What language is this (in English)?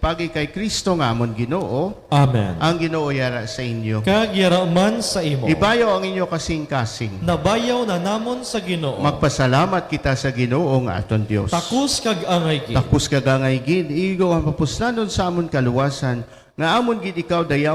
Hiligaynon